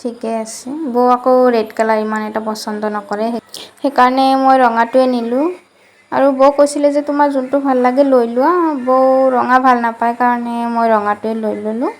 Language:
Assamese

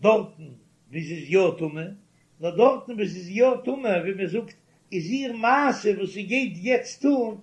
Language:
Yiddish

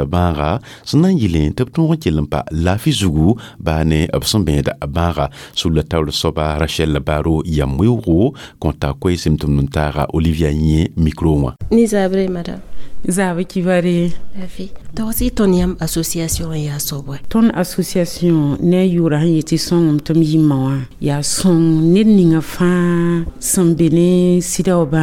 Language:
Mossi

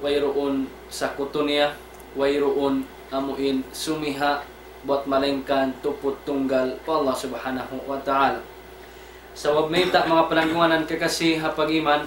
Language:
Tausug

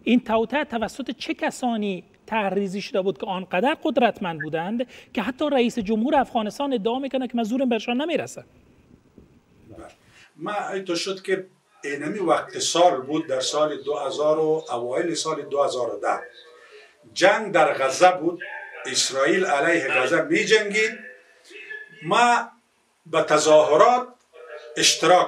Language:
Persian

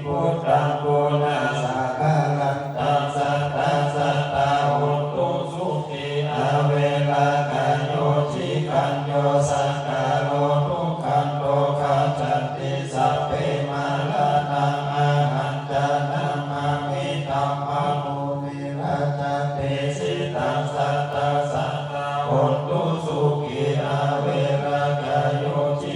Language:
Pali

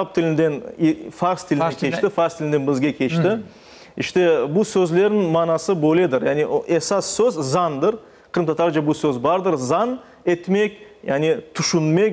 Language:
Crimean Tatar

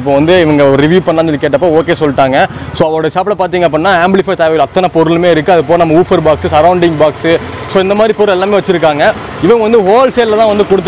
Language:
Tamil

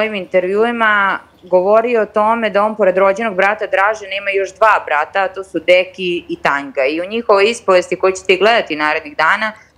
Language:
Serbian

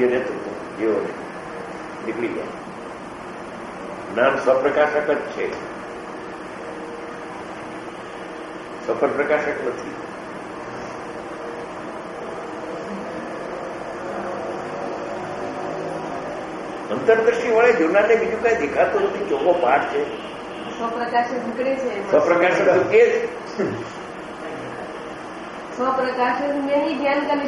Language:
Gujarati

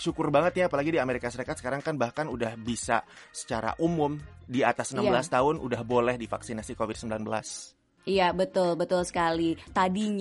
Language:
Indonesian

